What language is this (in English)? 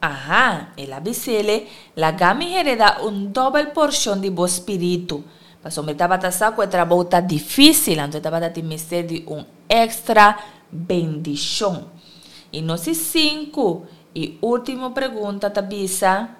Papiamento